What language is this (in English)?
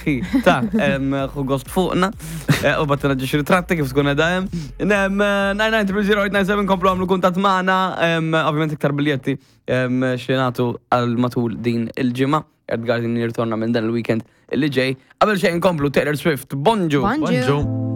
Maltese